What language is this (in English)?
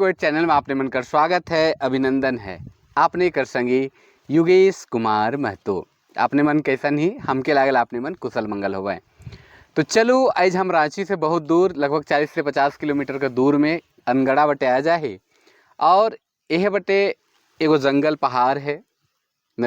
Sadri